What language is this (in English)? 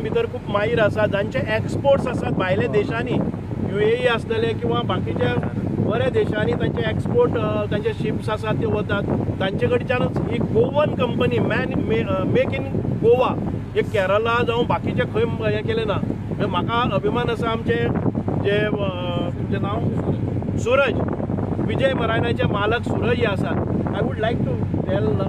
Konkani